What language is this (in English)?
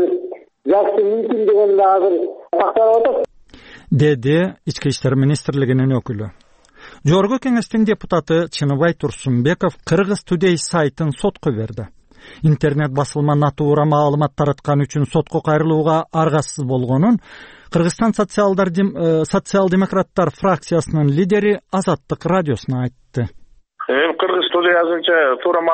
Kyrgyz